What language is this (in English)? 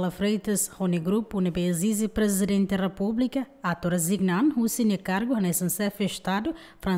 Tetum